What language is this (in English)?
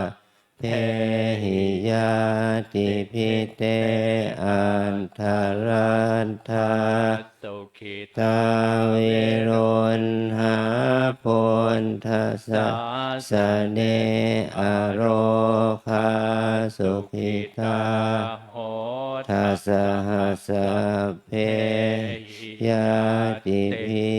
Pali